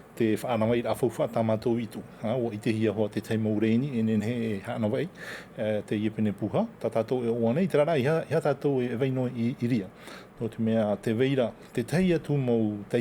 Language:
Tahitian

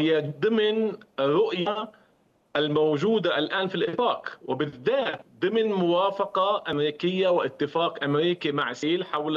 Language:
Arabic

